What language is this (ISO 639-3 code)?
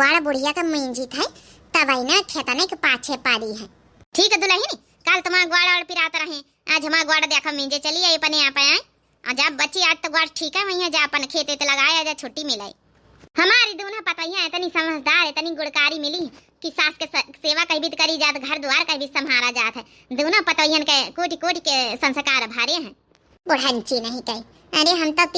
awa